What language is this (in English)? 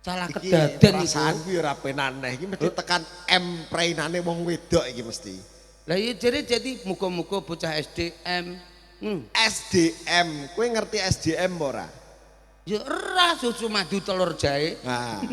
Javanese